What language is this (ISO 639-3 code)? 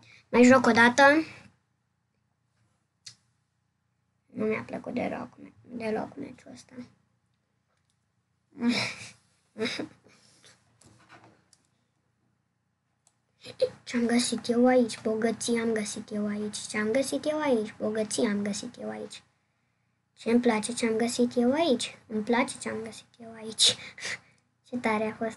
ron